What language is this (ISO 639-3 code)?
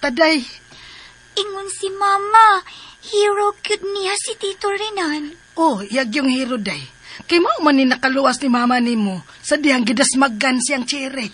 ceb